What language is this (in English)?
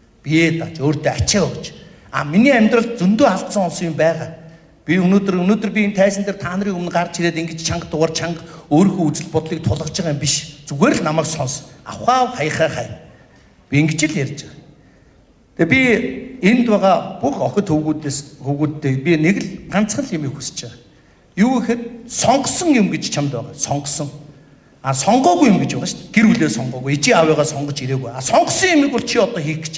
Mongolian